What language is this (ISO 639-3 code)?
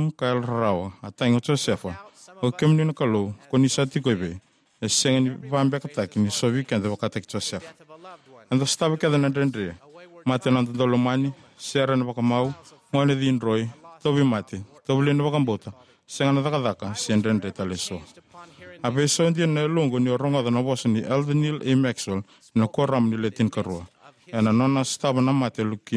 fij